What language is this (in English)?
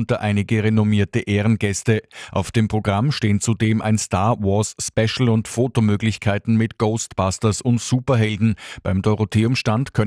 German